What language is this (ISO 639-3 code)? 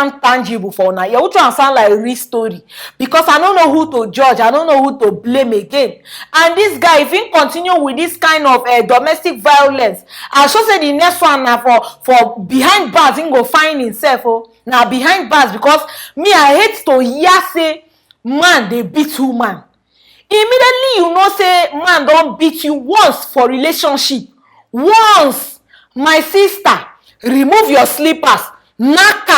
pcm